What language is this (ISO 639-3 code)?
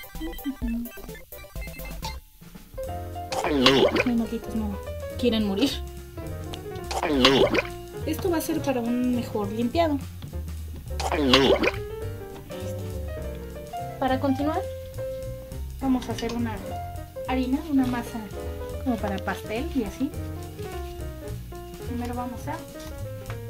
spa